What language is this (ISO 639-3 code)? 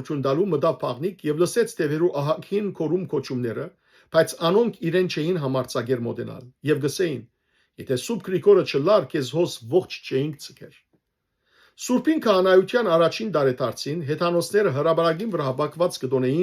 hyw